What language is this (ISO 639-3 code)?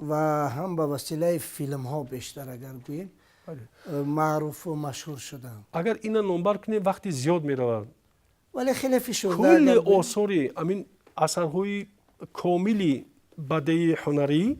tgk